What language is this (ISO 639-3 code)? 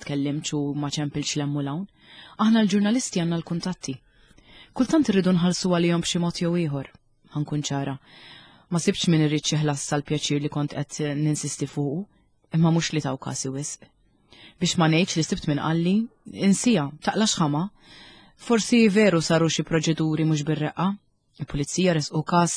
mlt